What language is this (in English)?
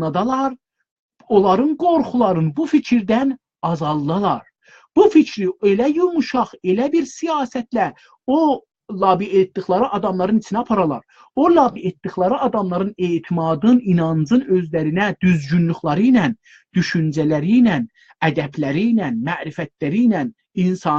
South Azerbaijani